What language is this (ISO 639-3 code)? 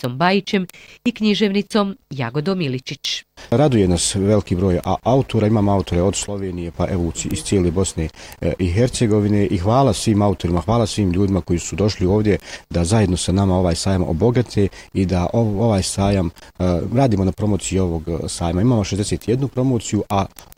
bos